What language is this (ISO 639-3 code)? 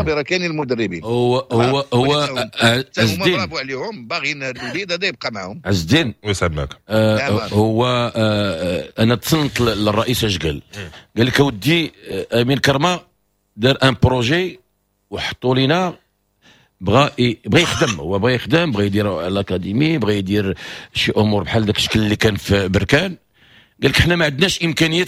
ary